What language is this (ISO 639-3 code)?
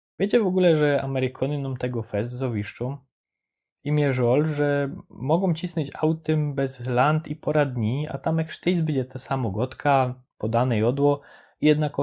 szl